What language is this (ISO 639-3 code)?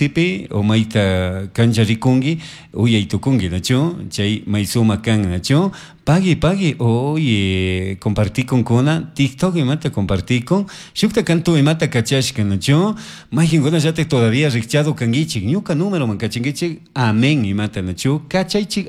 qug